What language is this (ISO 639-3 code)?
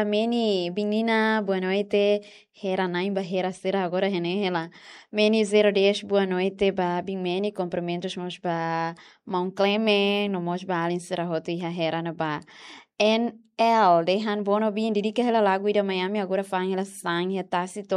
tet